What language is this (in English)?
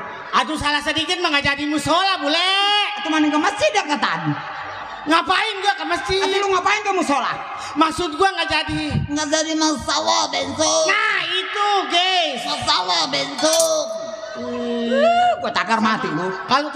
Betawi